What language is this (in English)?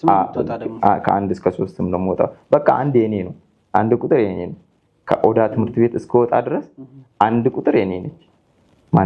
Amharic